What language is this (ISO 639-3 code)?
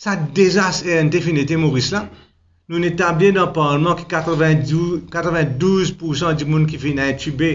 mfe